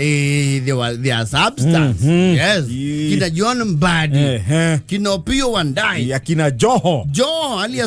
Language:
Kikuyu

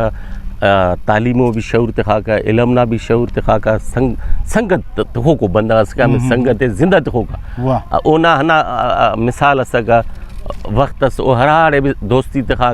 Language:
Brahui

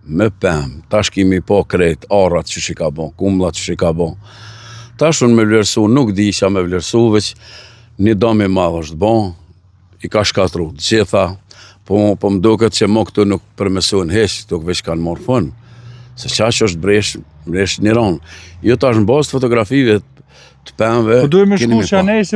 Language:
Albanian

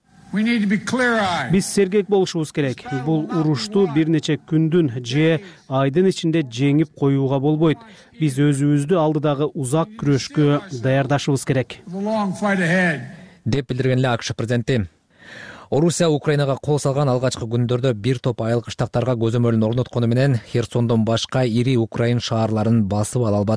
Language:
Kyrgyz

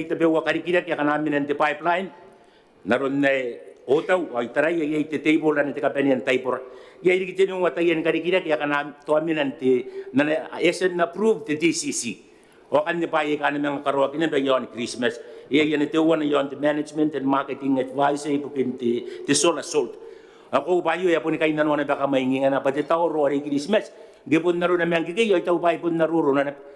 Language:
Gilbertese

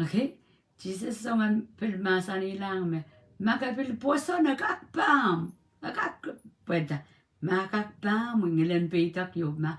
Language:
Pohnpeian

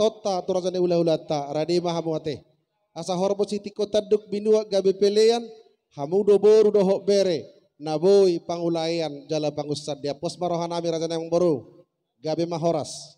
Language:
Batak Toba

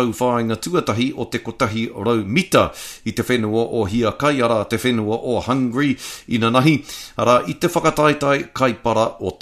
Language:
Māori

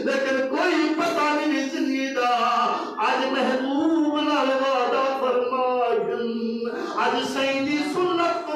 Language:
Saraiki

